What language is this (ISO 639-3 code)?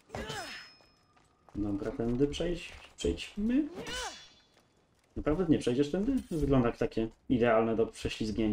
pol